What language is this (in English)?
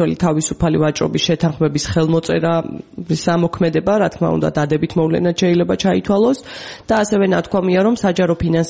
Georgian